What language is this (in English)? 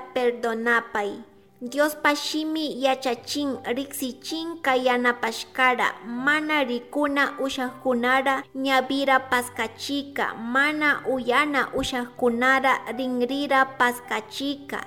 Chimborazo Highland Quichua